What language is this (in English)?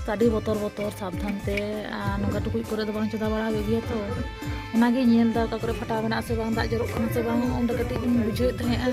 Santali